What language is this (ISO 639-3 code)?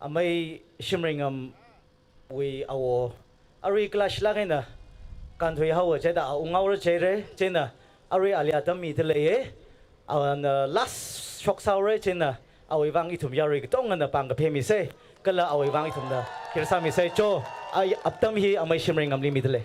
nmf